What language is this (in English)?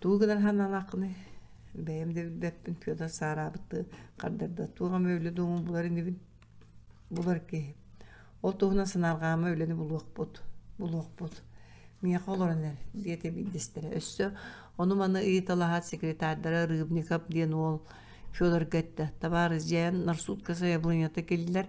Yakut